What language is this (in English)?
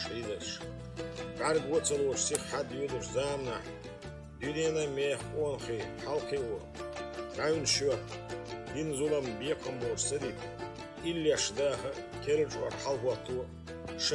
Chechen